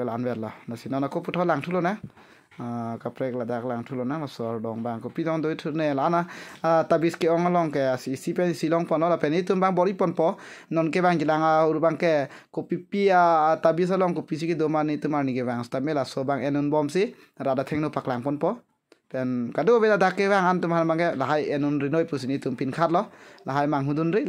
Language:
Karbi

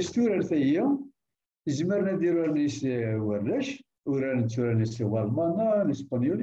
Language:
Kabyle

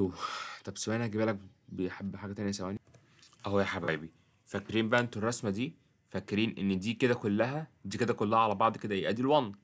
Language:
Egyptian Arabic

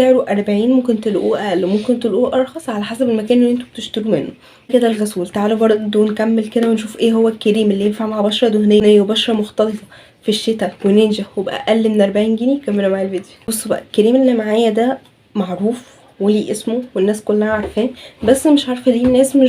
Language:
Egyptian Arabic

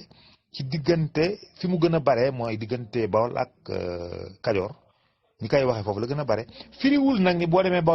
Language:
Wolof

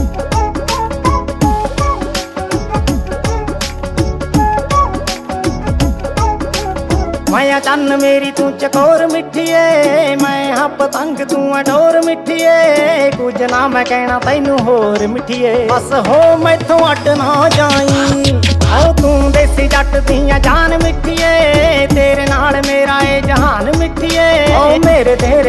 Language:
Punjabi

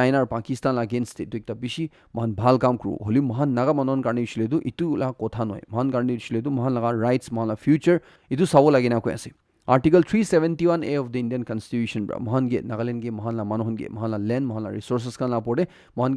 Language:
Naga Pidgin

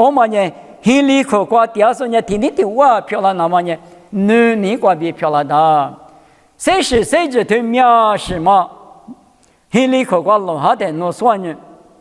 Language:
Lisu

